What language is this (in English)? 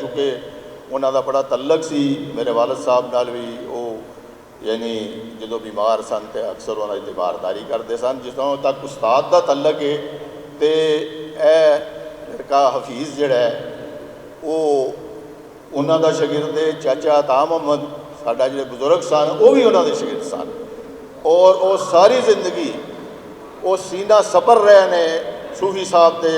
Western Panjabi